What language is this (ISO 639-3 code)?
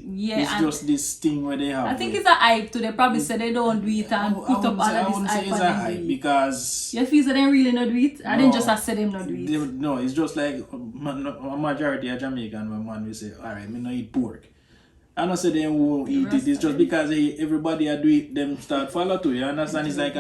jam